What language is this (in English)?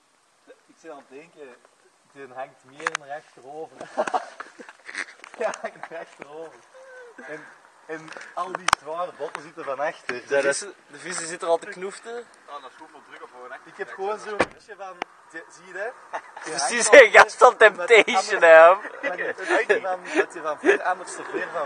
Dutch